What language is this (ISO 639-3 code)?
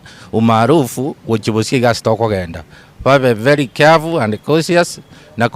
guz